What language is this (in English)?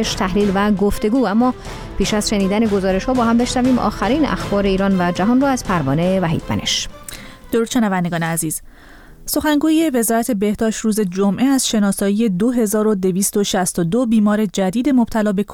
Persian